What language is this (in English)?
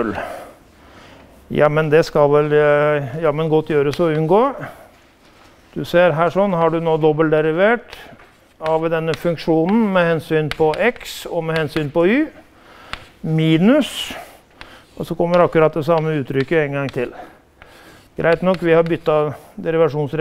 Norwegian